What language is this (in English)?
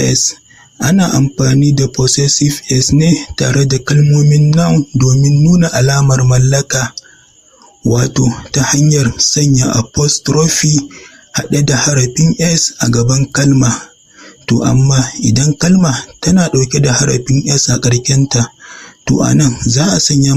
Hausa